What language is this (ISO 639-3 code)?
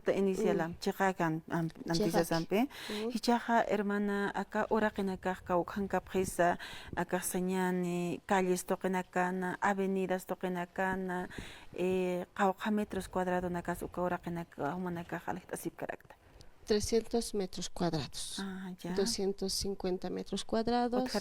aym